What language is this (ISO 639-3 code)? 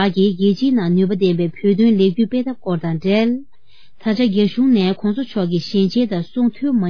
bod